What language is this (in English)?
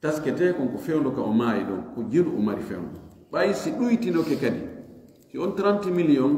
Fula